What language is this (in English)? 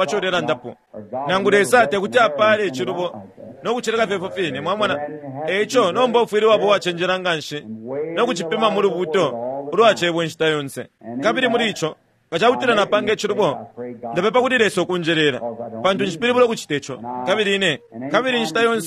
Bemba